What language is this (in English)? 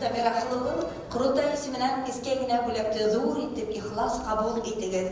Bashkir